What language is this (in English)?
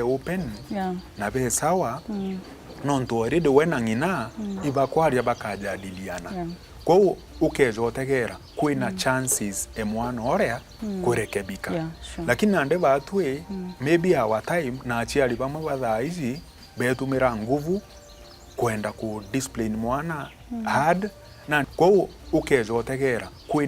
Meru